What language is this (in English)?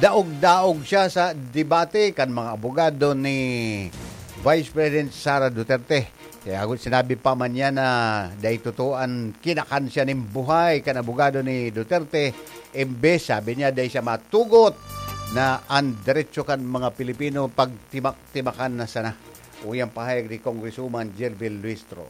Bikol